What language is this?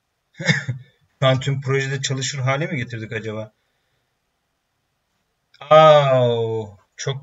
Turkish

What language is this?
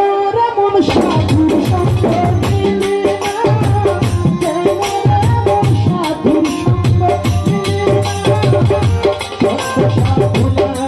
Bangla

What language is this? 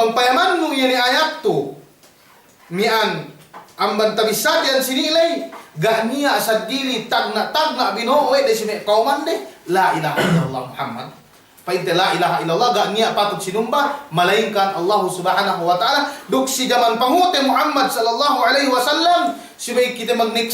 Yakan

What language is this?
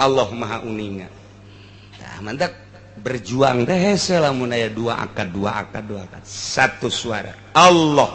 Sundanese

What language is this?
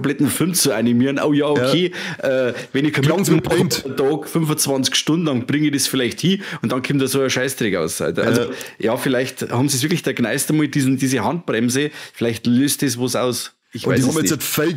Bavarian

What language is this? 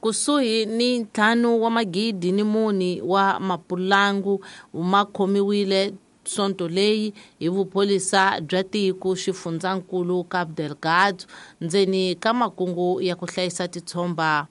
Tsonga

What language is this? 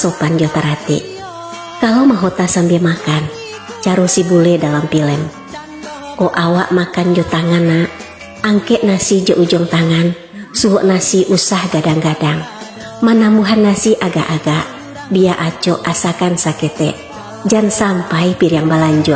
Minangkabau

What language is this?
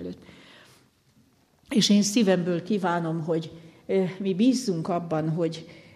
Hungarian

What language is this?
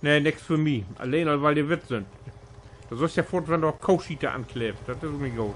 Low German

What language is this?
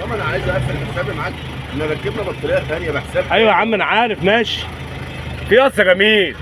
Egyptian Arabic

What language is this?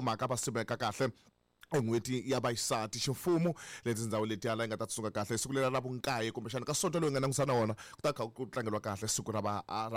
Tsonga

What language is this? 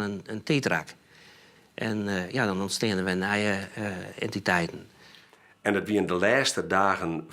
Western Frisian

